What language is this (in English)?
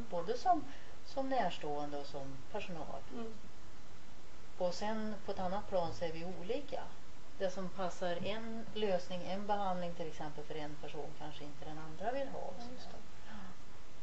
Swedish